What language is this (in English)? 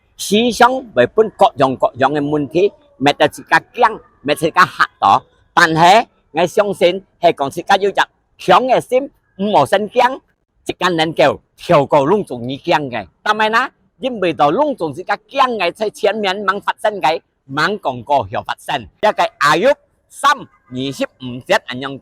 Hakka Chinese